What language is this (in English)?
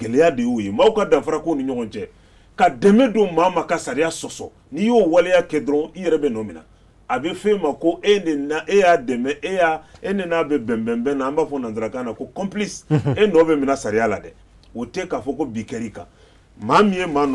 Bambara